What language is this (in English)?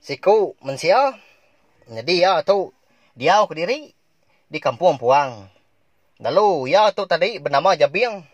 Iban